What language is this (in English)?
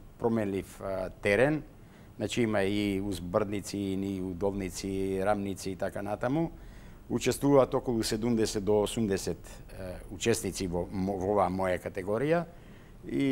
Macedonian